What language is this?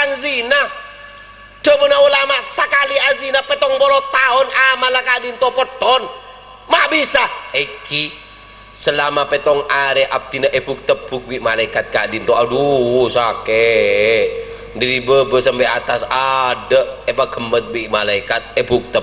Madurese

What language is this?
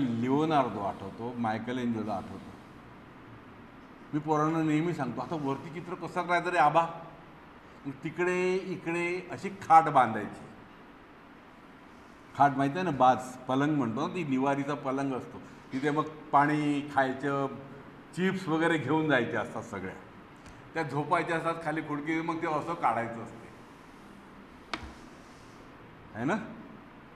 Marathi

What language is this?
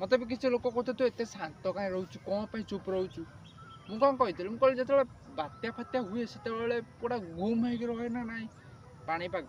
Odia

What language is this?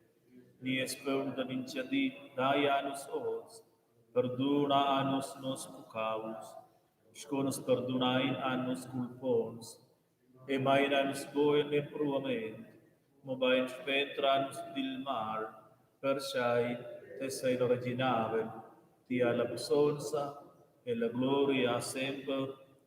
Romansh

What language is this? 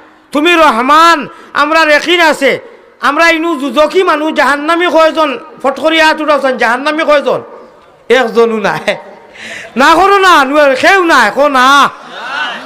Sylheti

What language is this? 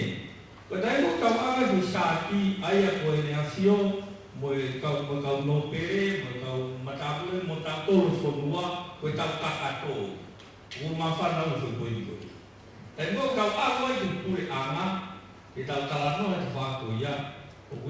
Tongan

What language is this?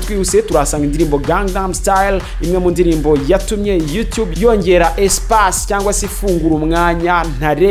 Kinyarwanda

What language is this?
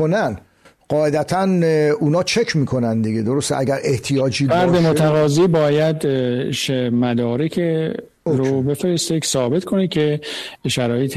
Persian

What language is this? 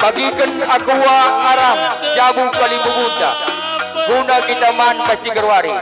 Batak Karo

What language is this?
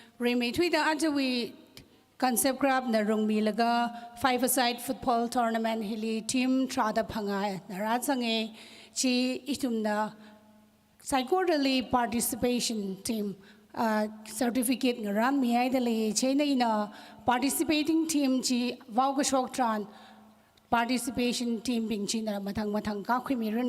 Tangkhul Naga (India)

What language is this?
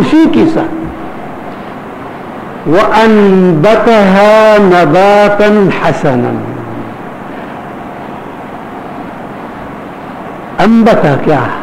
Urdu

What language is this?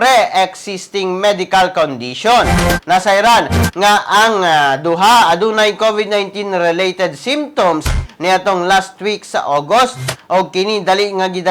Cebuano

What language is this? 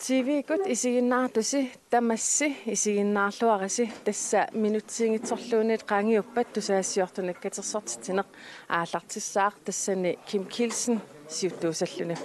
Kalaallisut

